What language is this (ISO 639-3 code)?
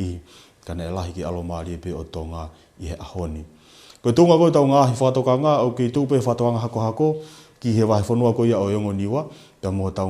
ton